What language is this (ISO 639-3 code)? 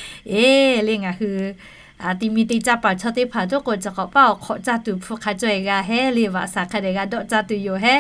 lhu